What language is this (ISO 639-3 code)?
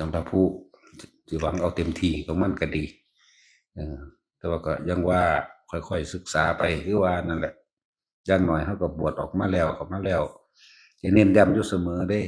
tts